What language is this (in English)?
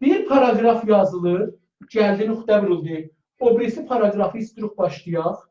South Azerbaijani